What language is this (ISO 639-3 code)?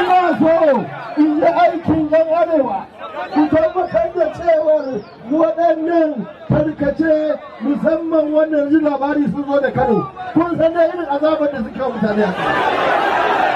hau